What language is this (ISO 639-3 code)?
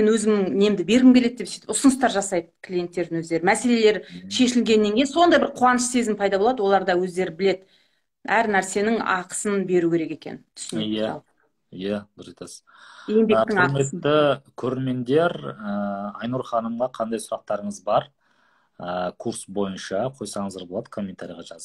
kaz